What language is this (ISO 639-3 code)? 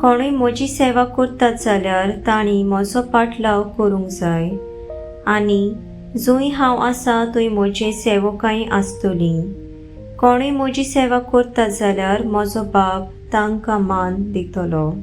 kok